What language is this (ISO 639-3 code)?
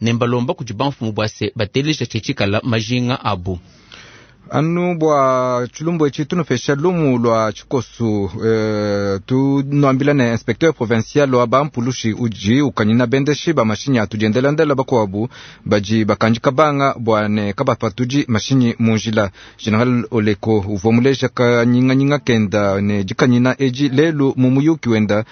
lua